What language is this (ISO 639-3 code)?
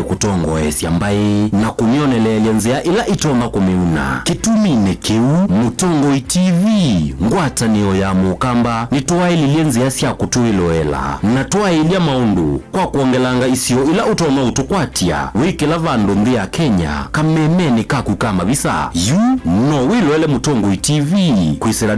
kam